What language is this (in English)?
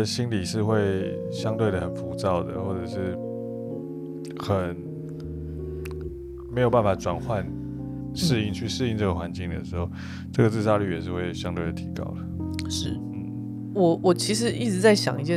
Chinese